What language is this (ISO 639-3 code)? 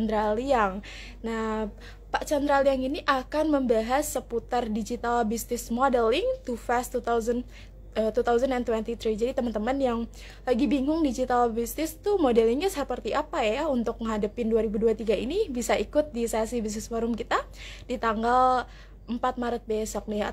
ind